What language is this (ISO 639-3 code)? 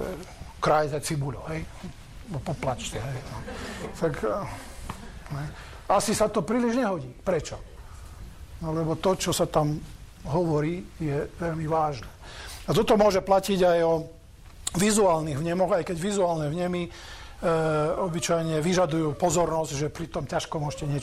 slk